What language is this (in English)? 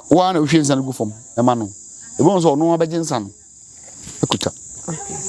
Akan